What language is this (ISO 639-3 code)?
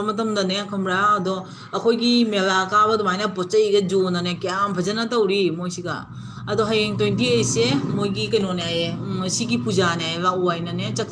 mni